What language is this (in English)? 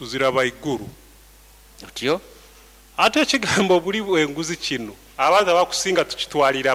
Nyoro